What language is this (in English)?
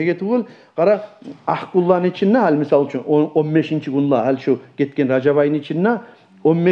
Kumyk